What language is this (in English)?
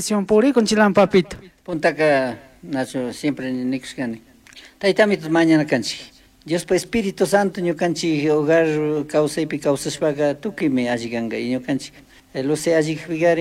Chimborazo Highland Quichua